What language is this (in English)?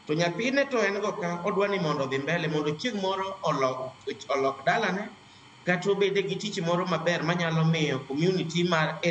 Luo (Kenya and Tanzania)